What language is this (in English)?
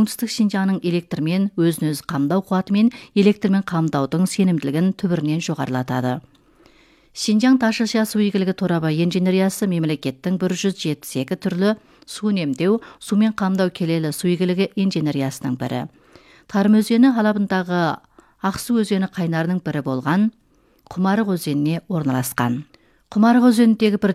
Kazakh